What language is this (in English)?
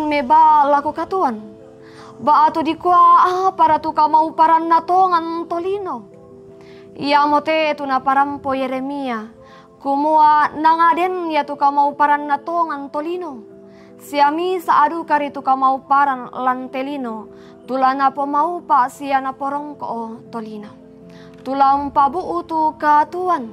Toraja-Sa'dan